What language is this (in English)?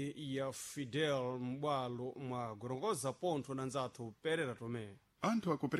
Sena